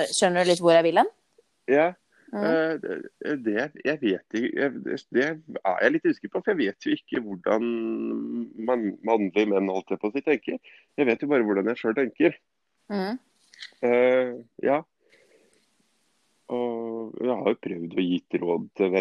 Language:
Norwegian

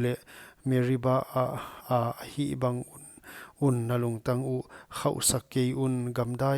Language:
Paite Chin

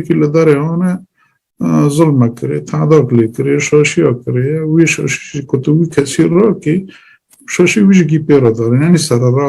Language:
Kurdish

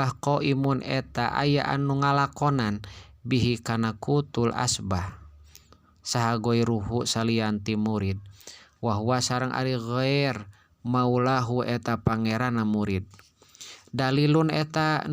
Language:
Sundanese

